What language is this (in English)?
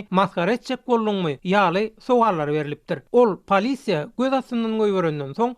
Turkmen